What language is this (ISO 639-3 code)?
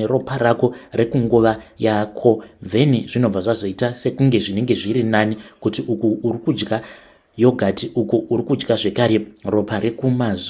sna